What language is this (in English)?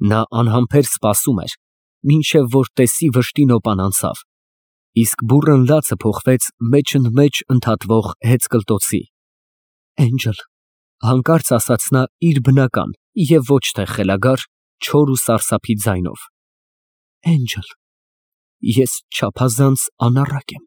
Armenian